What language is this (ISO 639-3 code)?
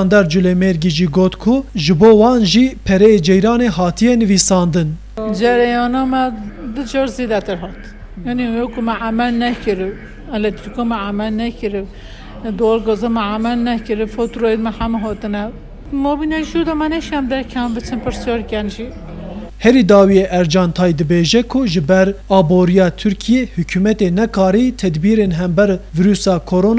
kur